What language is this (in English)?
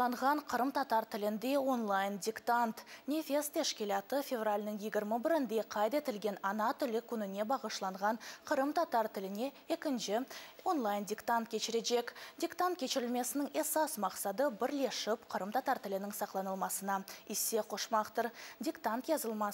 Crimean Tatar